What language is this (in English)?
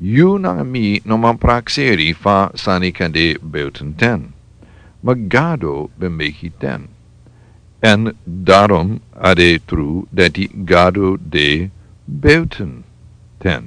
Sranan Tongo